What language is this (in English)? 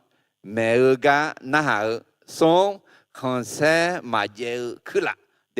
Akha